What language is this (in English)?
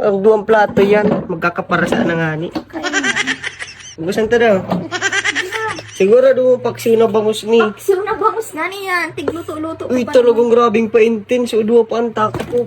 Bikol